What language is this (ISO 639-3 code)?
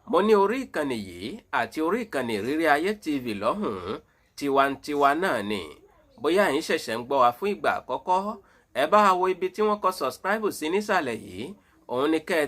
yor